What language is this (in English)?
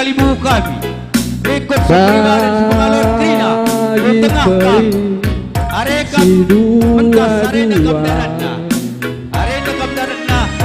Batak Karo